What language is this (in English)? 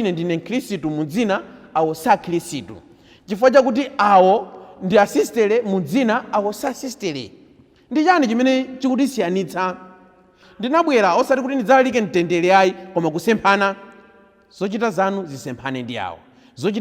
Nyanja